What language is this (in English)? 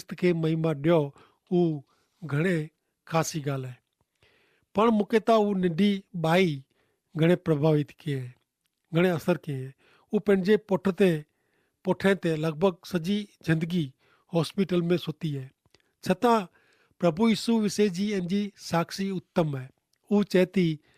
Kachhi